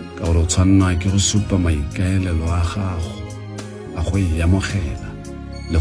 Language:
Tswana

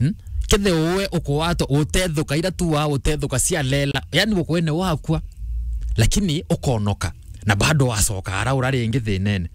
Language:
Meru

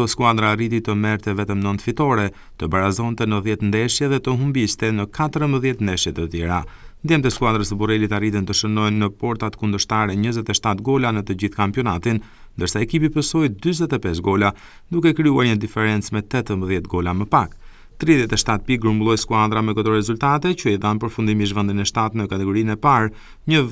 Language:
Albanian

